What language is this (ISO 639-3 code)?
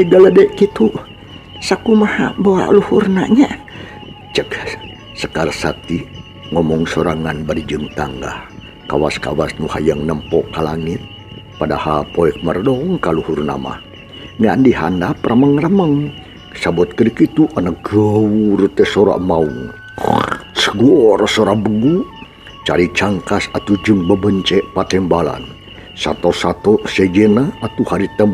sun